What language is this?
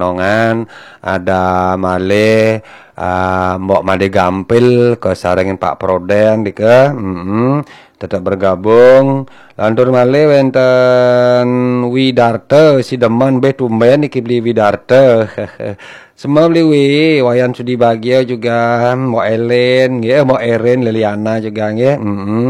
Balinese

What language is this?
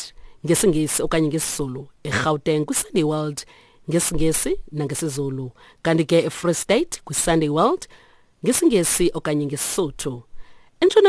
Xhosa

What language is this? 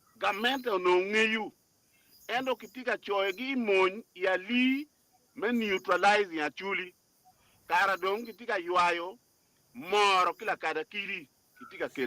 Acoli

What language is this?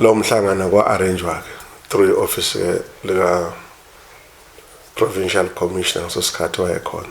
Zulu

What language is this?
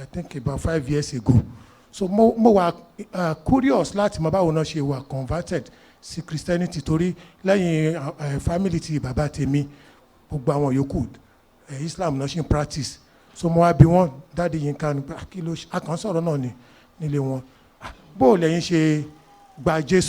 Yoruba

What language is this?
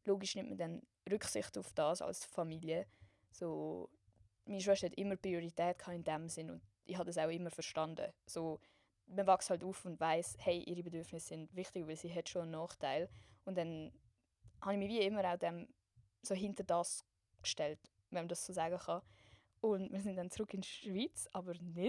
Swiss German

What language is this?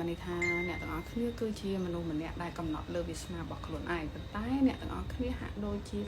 Khmer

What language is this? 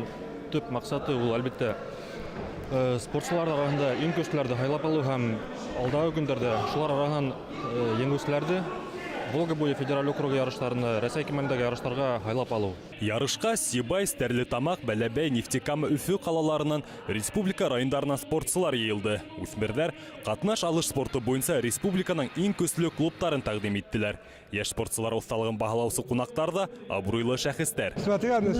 Bashkir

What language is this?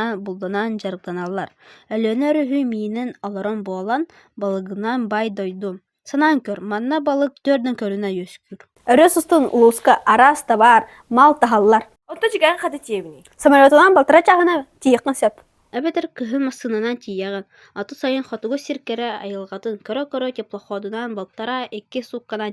Yakut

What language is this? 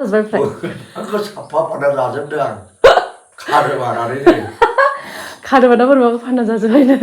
Bodo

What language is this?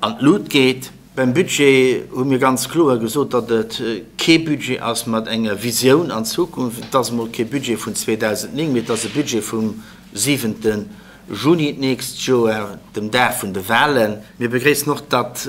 Luxembourgish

